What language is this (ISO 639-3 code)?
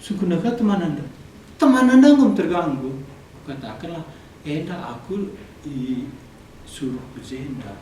btx